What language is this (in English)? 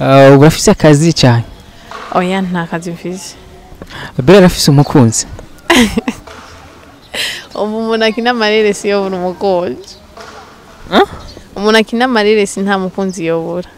Rundi